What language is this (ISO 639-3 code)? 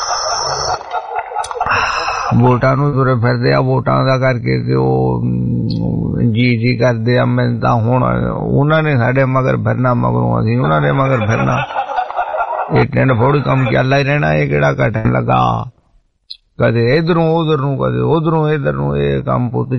pan